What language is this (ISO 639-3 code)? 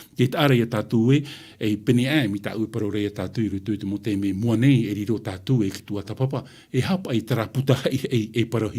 tah